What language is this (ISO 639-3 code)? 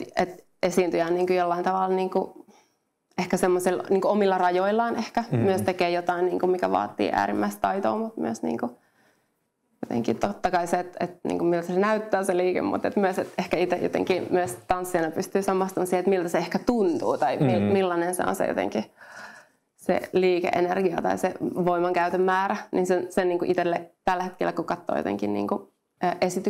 fin